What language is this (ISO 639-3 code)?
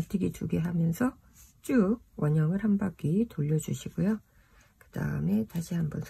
kor